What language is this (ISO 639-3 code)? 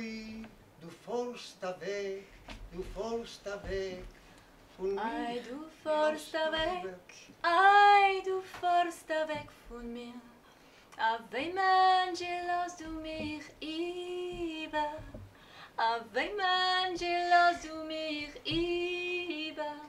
yid